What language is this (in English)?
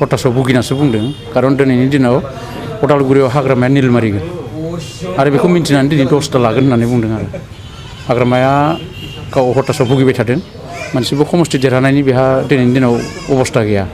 Bodo